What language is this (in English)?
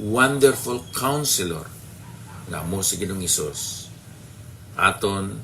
Hiligaynon